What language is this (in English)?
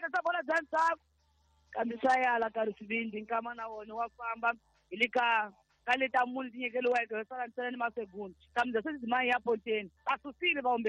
Tsonga